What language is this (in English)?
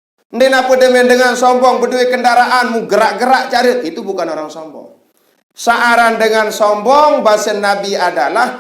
Sasak